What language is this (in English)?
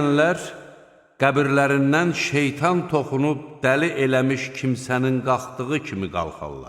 Azerbaijani